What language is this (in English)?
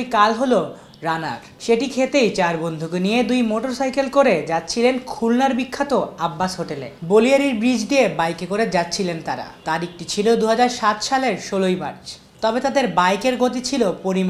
Bangla